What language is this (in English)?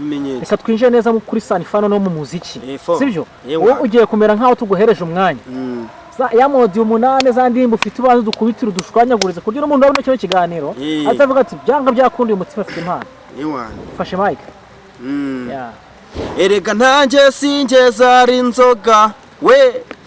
Kinyarwanda